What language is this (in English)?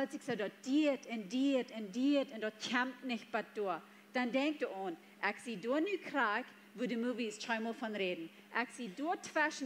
Plautdietsch